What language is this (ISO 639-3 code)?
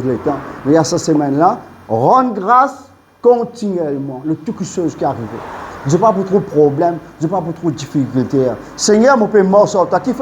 mfe